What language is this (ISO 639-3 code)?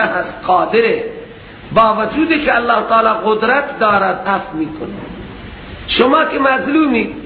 fas